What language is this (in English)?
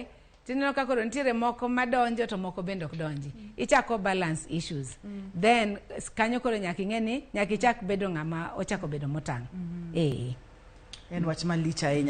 Luo (Kenya and Tanzania)